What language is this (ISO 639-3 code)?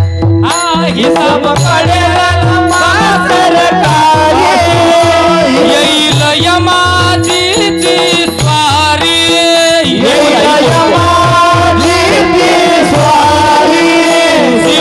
mar